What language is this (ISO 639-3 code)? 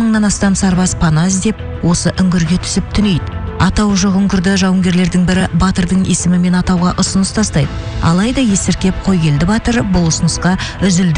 kaz